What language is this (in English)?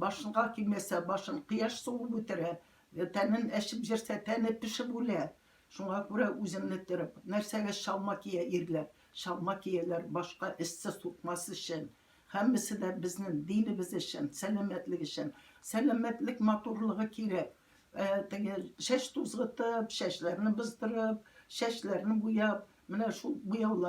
Tatar